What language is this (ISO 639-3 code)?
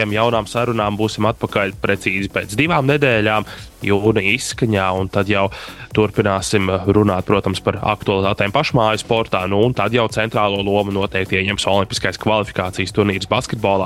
lav